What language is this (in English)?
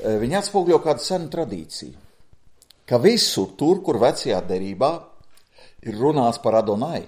Latvian